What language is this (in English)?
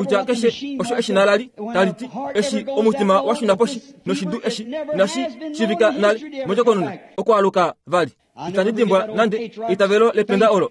Kuanyama